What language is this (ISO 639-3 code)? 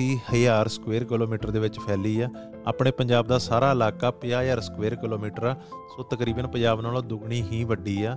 pan